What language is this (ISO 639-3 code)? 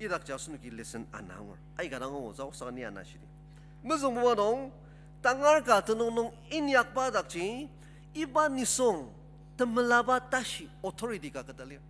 njo